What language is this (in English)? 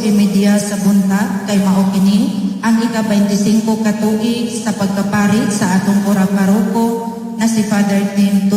Cebuano